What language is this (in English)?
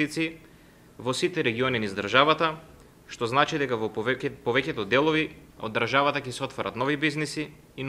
Macedonian